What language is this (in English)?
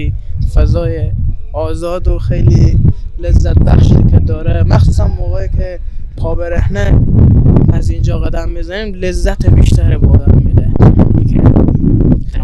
Persian